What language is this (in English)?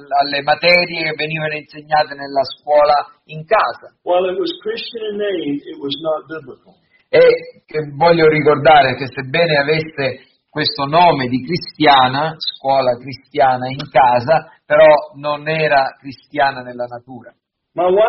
Italian